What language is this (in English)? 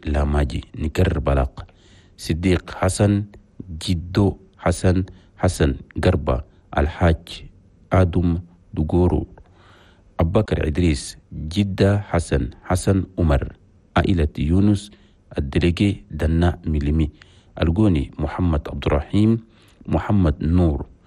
Chadian Arabic